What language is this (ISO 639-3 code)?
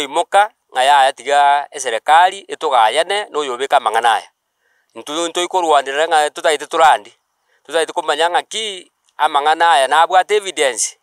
guz